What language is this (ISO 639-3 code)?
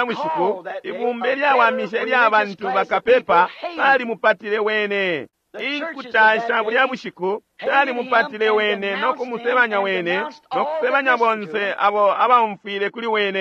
bem